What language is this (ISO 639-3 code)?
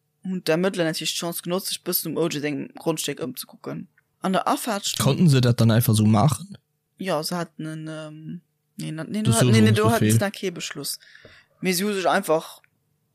ltz